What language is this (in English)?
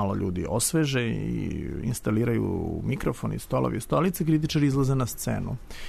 Serbian